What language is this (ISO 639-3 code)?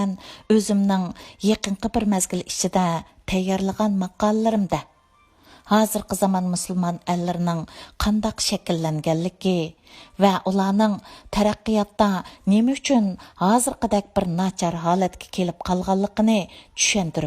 uig